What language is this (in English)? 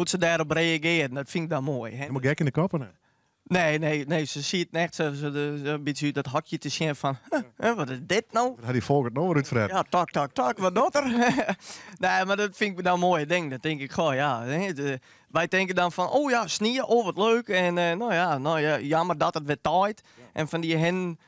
Western Frisian